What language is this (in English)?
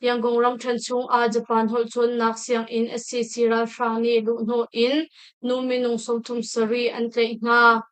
Hakha Chin